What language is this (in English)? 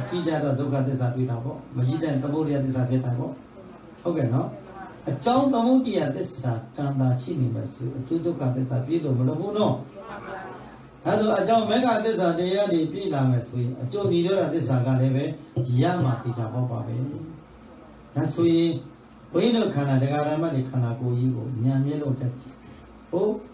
Burmese